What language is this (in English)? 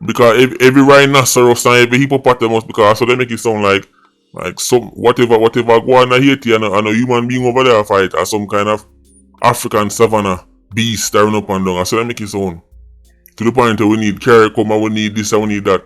Jamaican Creole English